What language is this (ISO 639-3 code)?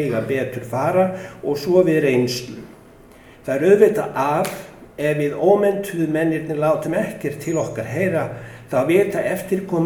isl